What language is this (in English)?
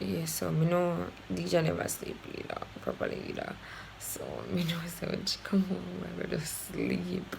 Jamaican Creole English